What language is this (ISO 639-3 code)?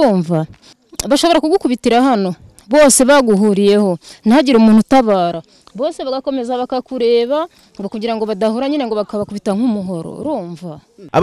kin